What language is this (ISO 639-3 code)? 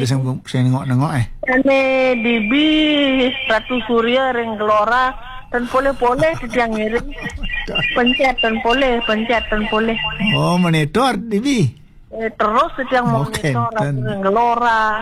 ban